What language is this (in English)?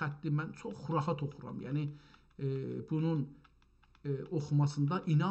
South Azerbaijani